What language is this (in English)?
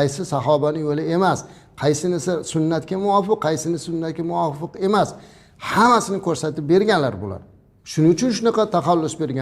Uzbek